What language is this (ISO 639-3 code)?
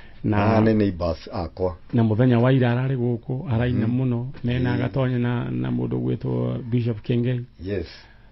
kik